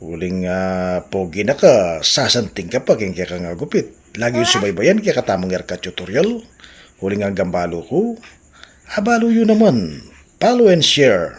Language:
Pampanga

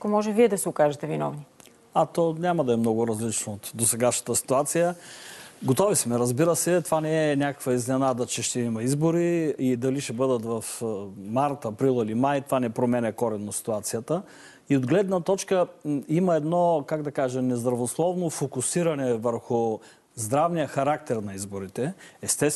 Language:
Bulgarian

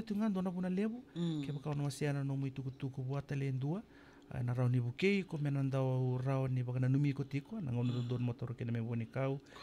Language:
Fijian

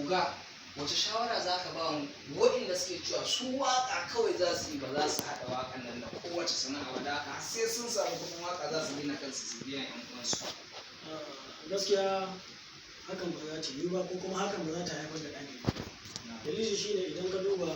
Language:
Hausa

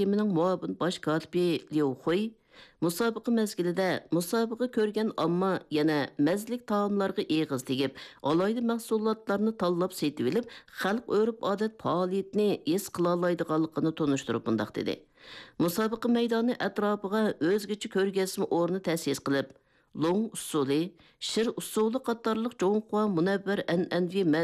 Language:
Uyghur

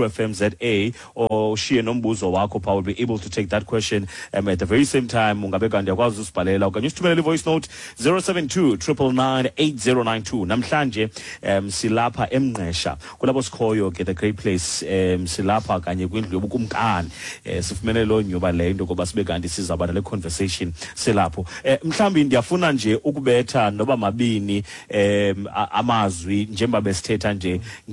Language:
Xhosa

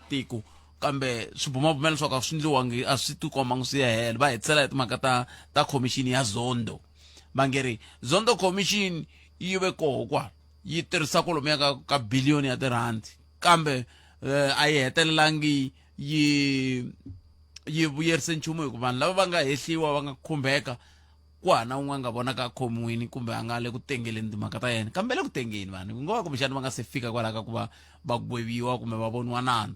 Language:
Tsonga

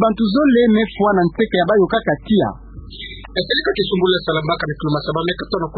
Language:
Kituba (Democratic Republic of Congo)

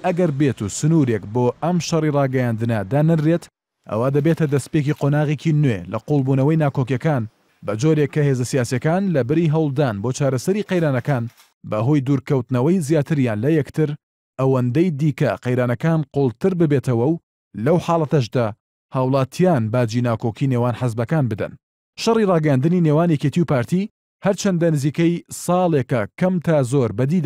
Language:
Central Kurdish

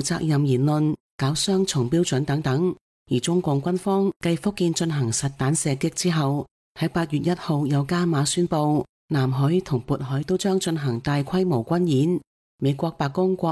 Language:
Cantonese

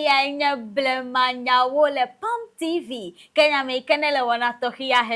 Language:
Ewe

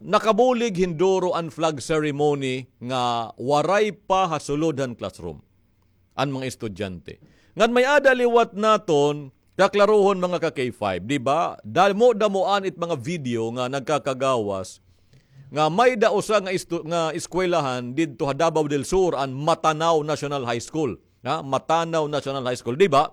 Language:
Waray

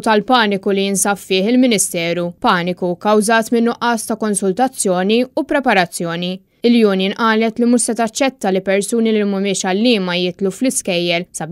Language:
Maltese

